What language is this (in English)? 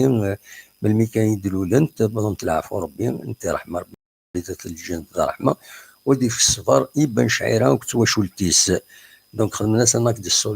Kabyle